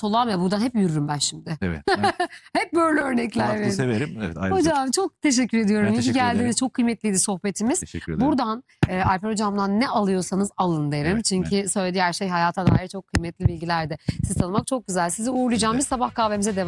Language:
Turkish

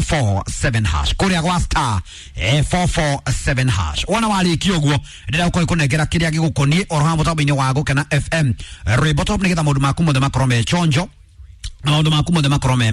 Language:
Kikuyu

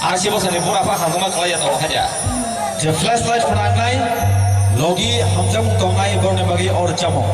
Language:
Kok Borok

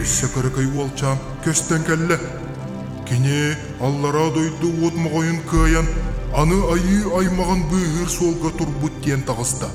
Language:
Yakut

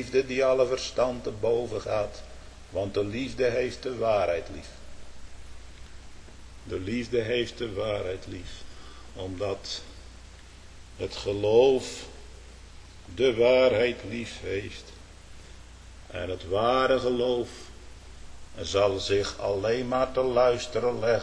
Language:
Dutch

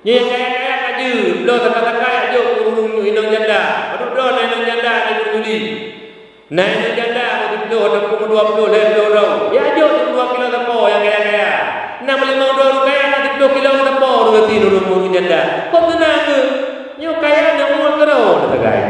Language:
Achinese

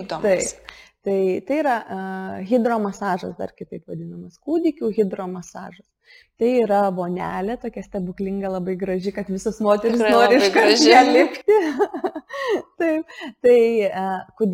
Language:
Lithuanian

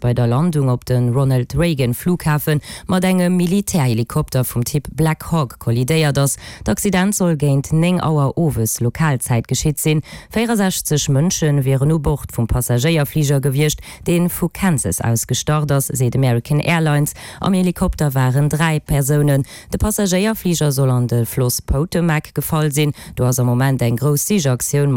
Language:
Luxembourgish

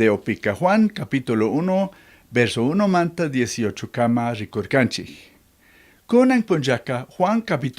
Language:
Chimborazo Highland Quichua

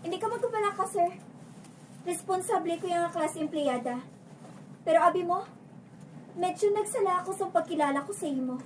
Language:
Hiligaynon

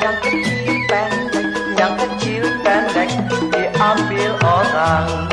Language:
Betawi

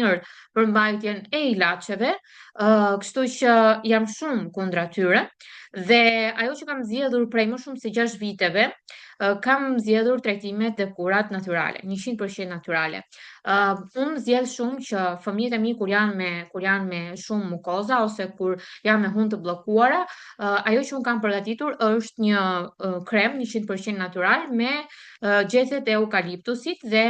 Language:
Albanian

